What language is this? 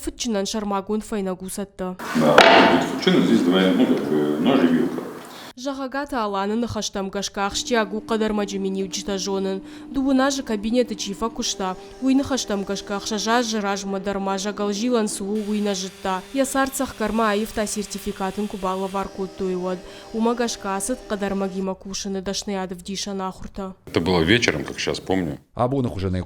Ossetic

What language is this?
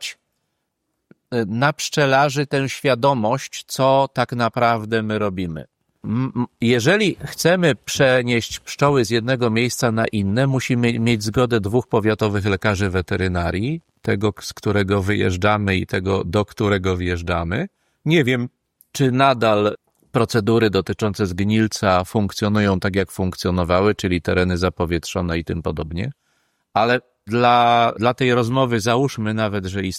Polish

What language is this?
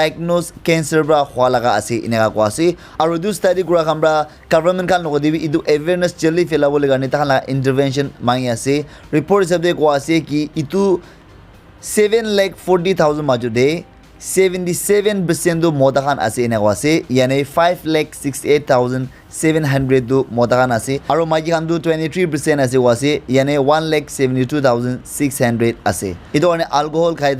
Naga Pidgin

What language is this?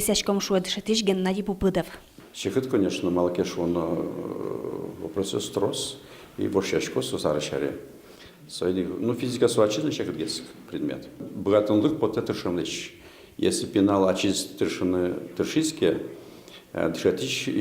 Udmurt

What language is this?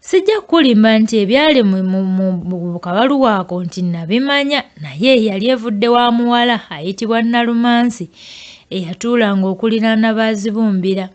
Ganda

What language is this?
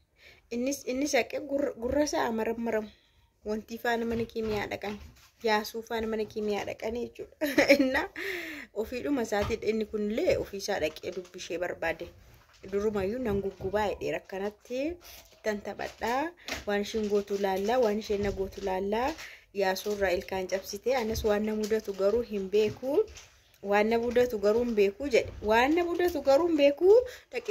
Oromo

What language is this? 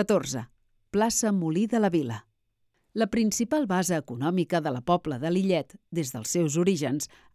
Catalan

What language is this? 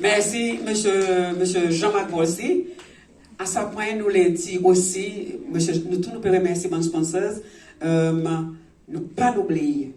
Seselwa Creole French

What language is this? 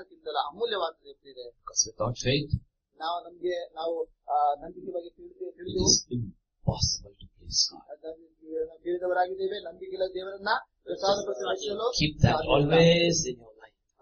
Kannada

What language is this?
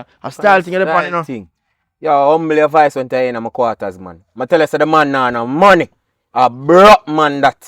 Jamaican Creole English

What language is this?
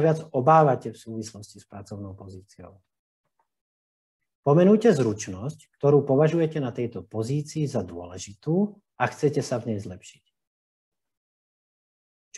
Slovak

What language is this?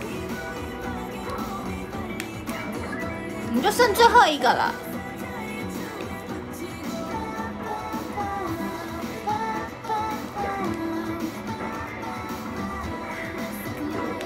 Chinese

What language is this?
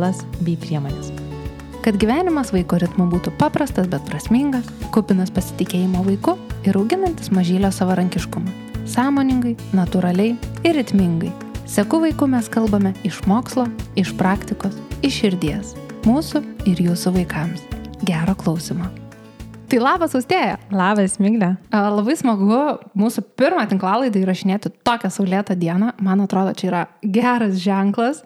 Lithuanian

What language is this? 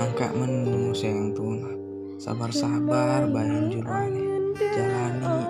Sasak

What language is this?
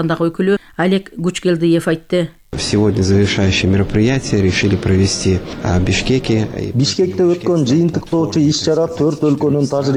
Kyrgyz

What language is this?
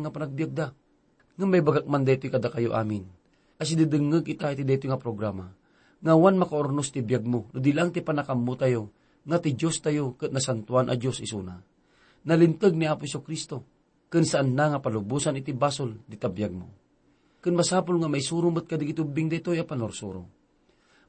Iloko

